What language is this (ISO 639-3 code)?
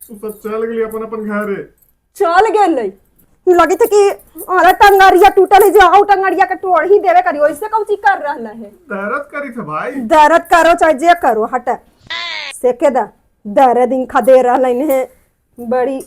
mag